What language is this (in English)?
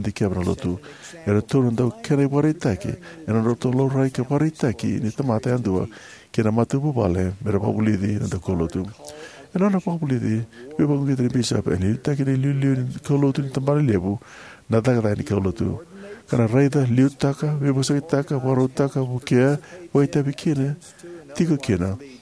Fijian